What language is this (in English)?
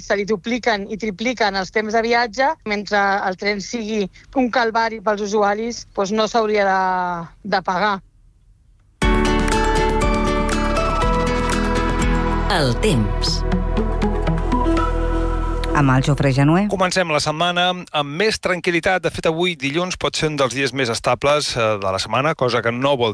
Catalan